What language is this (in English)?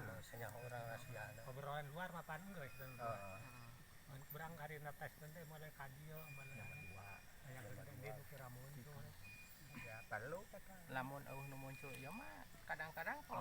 Sundanese